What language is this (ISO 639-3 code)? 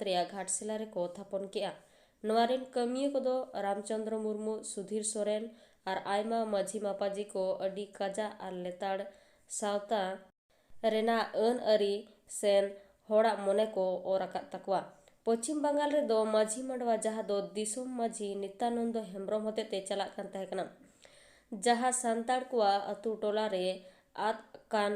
sat